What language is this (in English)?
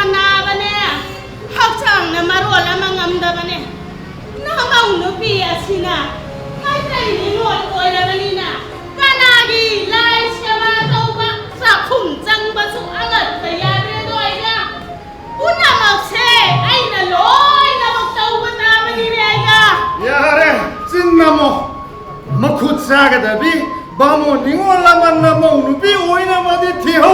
Manipuri